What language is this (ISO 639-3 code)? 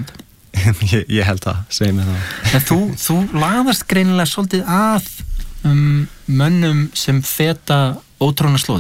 isl